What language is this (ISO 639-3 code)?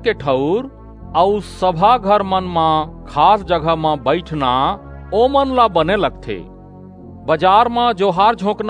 hne